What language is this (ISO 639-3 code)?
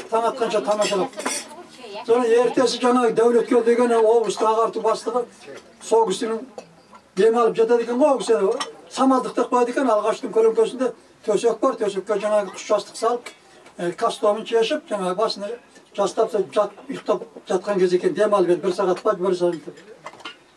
kaz